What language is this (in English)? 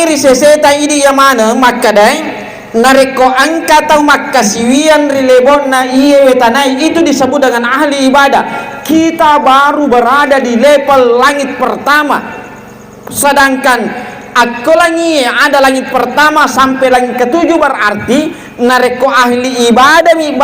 Buginese